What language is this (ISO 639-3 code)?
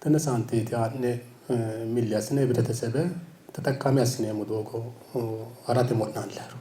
sid